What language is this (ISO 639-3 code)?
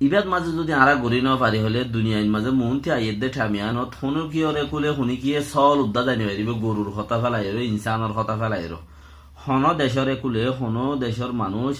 rhg